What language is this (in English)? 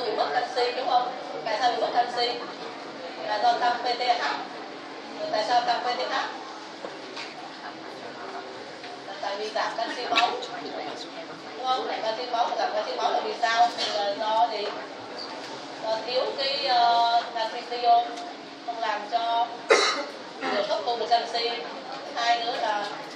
Vietnamese